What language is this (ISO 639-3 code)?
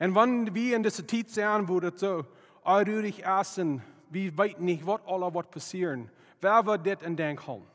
pdt